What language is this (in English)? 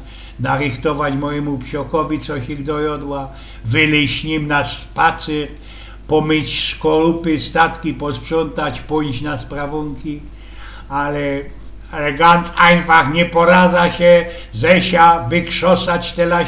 Silesian